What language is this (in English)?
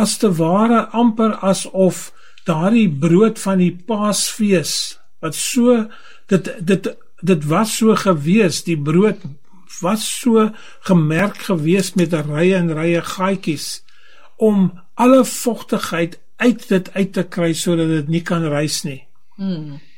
Afrikaans